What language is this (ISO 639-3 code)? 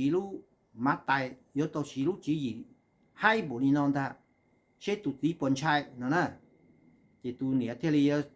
hmn